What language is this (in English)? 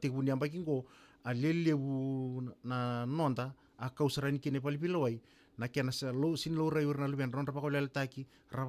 Fijian